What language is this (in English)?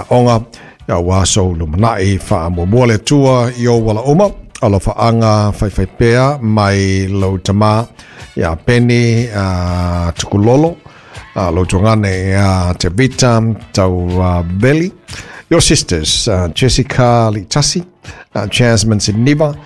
Samoan